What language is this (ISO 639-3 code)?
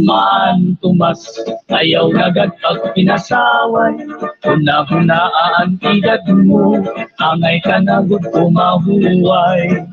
war